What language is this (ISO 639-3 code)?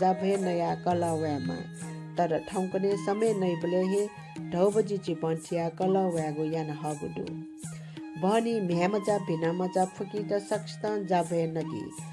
new